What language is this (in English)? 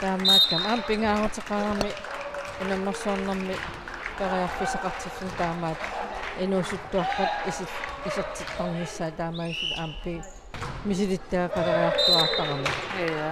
Kalaallisut